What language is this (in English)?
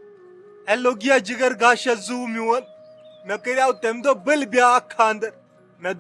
Kashmiri